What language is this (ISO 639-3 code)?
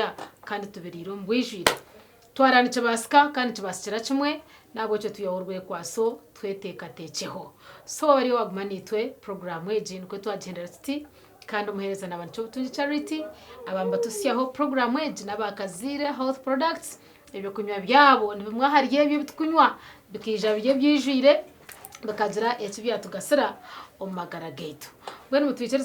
nyn